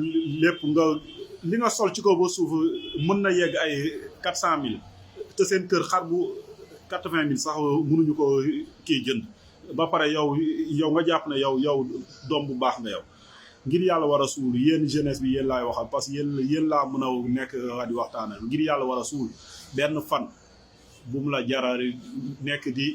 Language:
Wolof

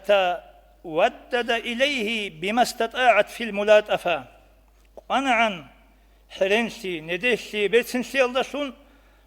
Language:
Avaric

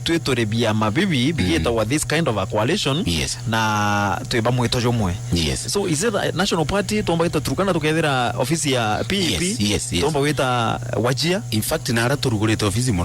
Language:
Meru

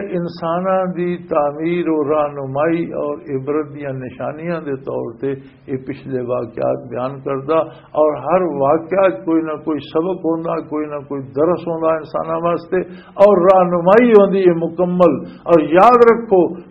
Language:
Western Panjabi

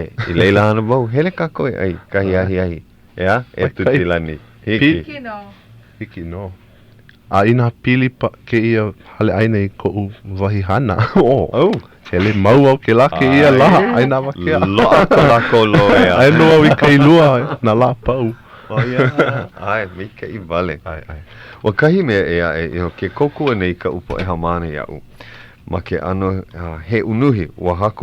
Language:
Hawaiian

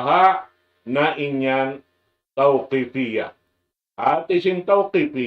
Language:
Tausug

